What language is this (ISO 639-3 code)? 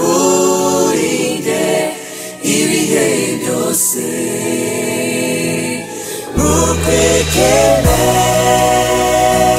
kin